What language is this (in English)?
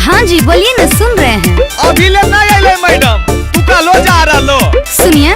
Magahi